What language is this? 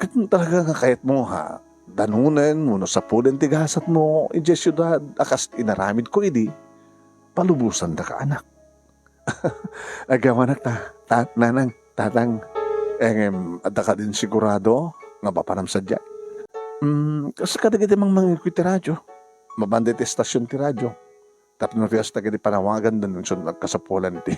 Iloko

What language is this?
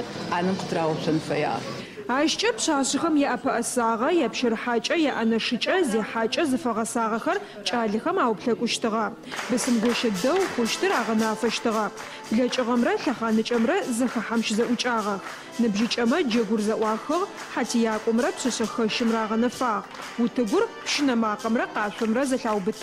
Adyghe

